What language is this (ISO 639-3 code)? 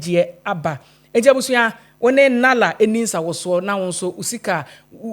aka